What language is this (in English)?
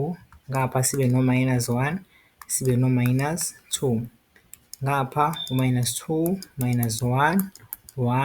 Zulu